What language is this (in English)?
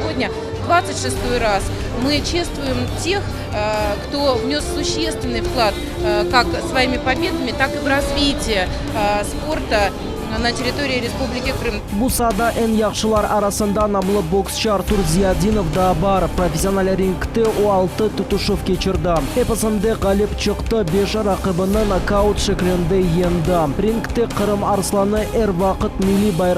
Crimean Tatar